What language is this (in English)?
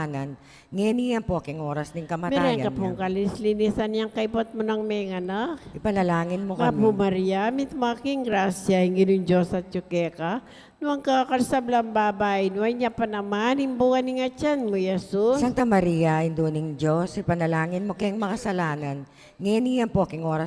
Pampanga